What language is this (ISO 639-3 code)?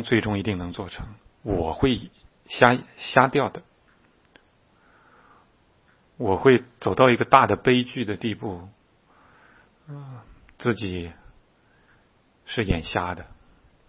zho